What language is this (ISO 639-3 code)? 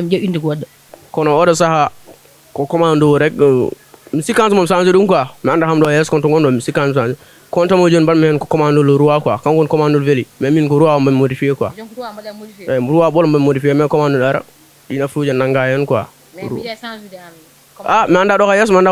ful